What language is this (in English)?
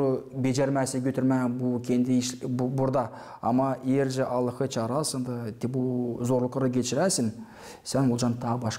Gagauz